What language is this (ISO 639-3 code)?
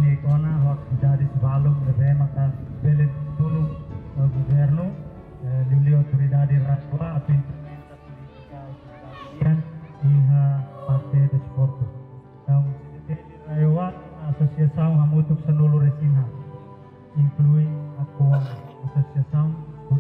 tet